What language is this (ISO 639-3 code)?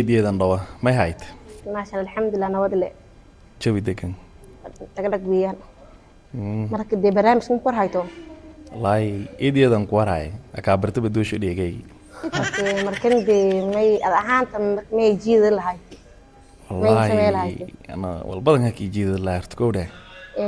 som